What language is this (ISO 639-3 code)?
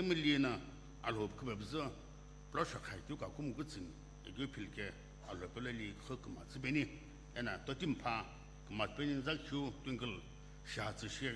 nsm